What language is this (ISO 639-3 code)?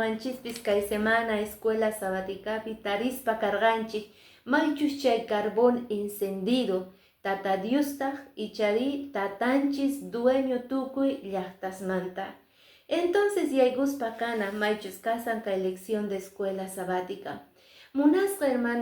que